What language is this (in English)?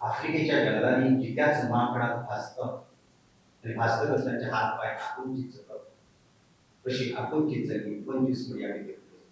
Konkani